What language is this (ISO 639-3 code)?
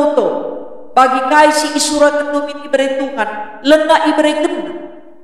btx